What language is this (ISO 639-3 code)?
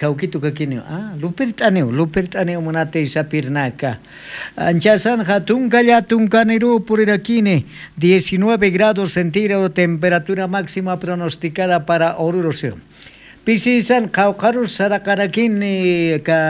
aym